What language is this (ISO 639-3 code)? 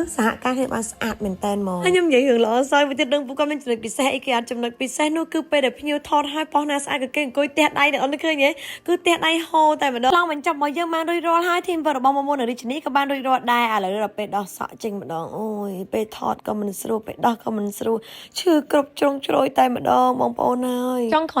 khm